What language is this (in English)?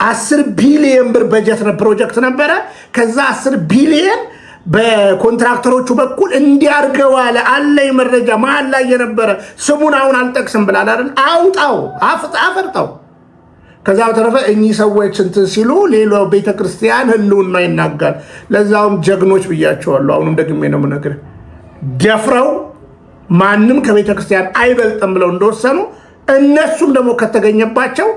Amharic